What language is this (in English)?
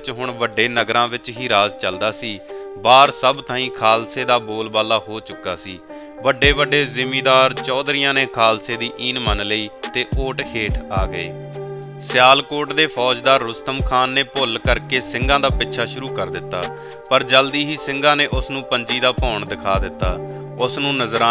Punjabi